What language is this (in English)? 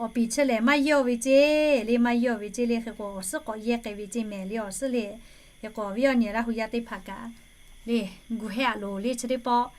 Lahu